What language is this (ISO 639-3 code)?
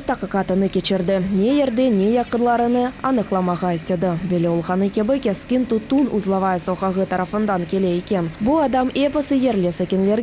crh